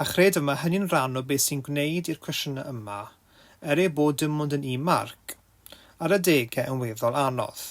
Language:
Welsh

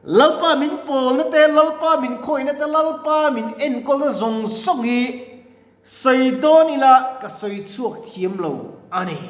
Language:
Mizo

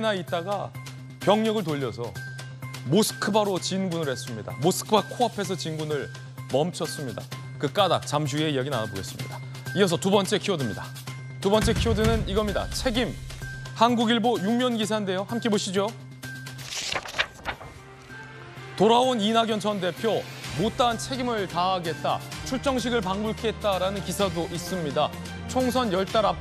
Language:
Korean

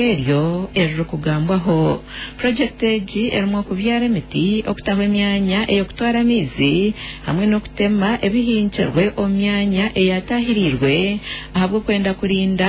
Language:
Nyankole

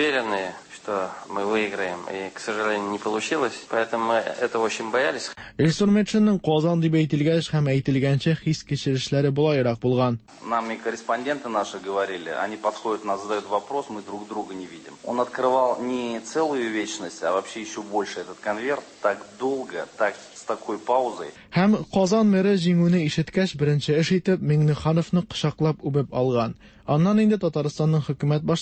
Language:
Tatar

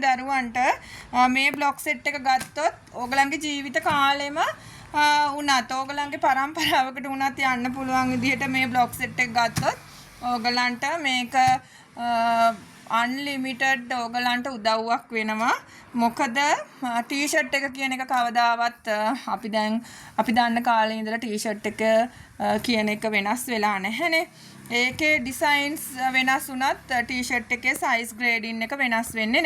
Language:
Sinhala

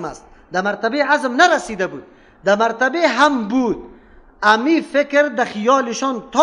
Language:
Persian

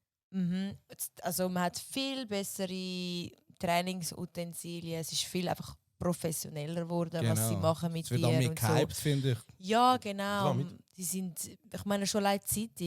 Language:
Swiss German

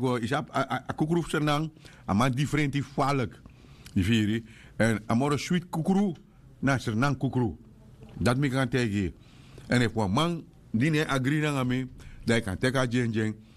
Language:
Sranan Tongo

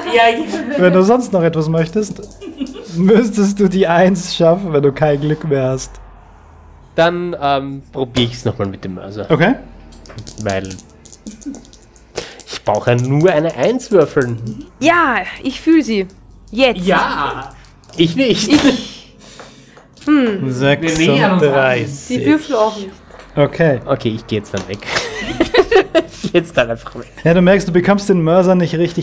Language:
German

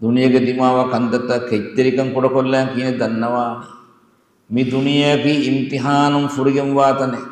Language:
Divehi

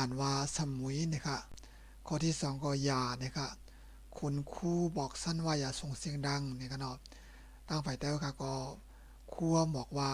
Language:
Shan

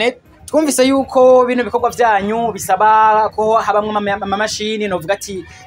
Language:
Rundi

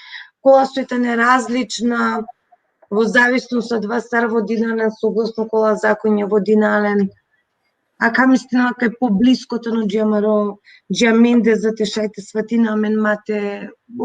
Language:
Balkan Romani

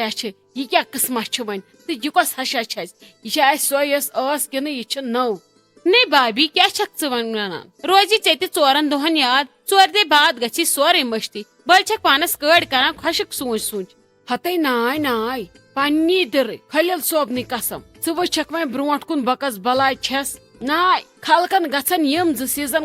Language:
Kashmiri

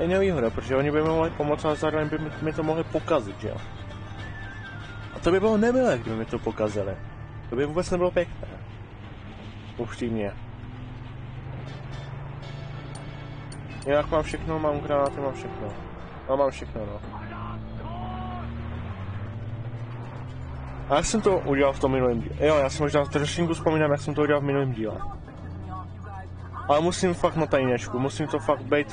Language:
Czech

